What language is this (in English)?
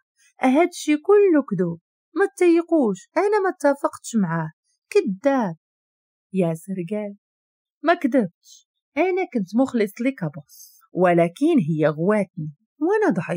Moroccan Arabic